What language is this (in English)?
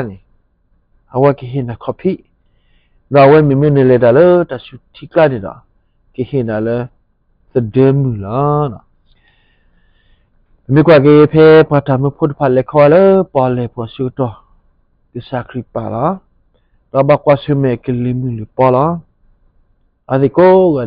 S'gaw Karen